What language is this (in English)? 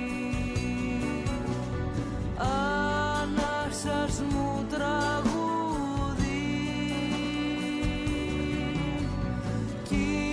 Greek